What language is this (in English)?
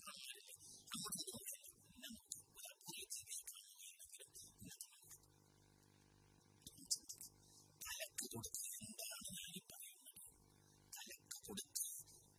Malayalam